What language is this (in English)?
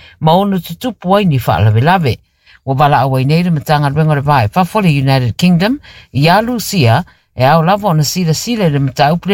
Samoan